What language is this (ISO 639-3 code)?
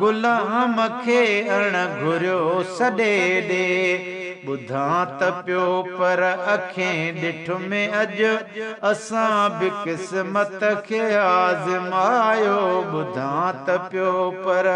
snd